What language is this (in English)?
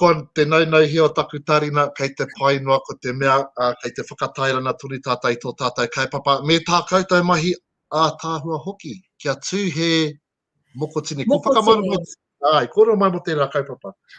Māori